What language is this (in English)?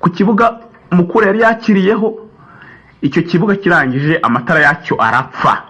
Kinyarwanda